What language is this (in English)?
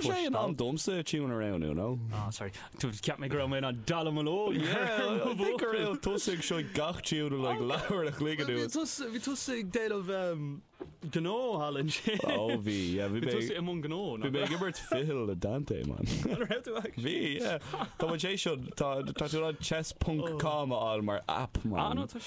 Irish